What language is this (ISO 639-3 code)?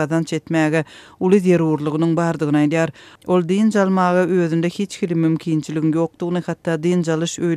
tuk